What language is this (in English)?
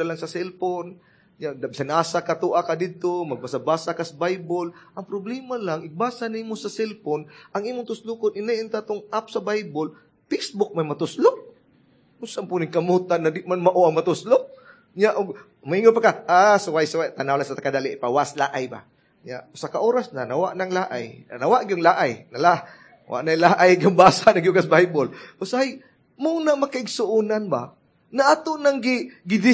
Cebuano